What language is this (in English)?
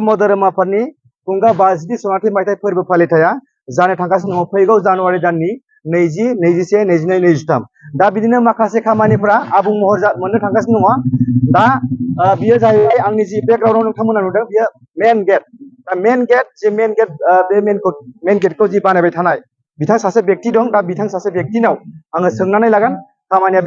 Bodo